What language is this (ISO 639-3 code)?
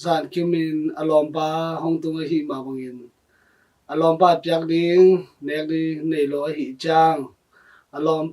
ctd